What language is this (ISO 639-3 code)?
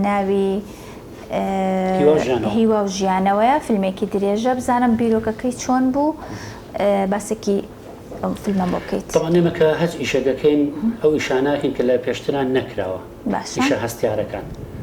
ckb